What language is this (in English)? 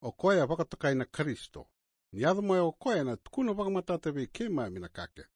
Fijian